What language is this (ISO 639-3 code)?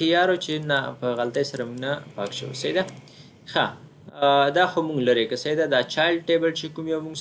pus